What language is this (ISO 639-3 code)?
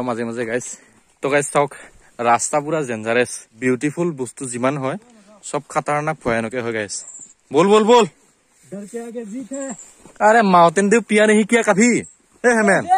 asm